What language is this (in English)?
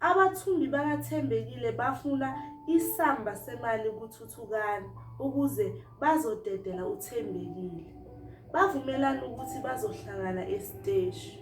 Zulu